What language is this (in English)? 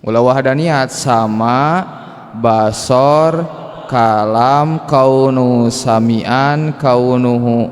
Sundanese